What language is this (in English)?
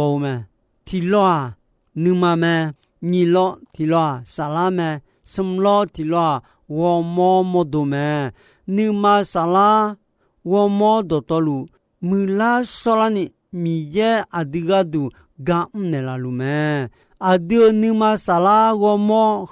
Akha